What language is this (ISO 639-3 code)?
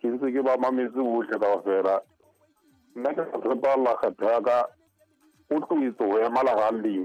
sot